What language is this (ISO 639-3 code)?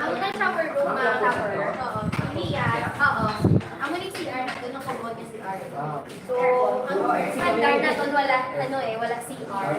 hil